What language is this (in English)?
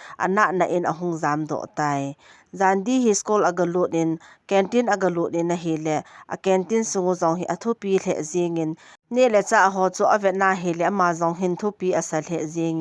Thado Chin